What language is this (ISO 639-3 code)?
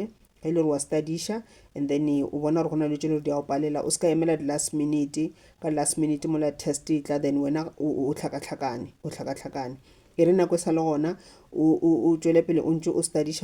nso